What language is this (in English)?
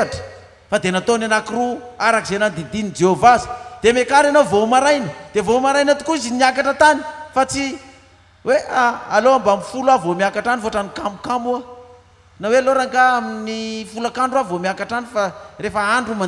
Malagasy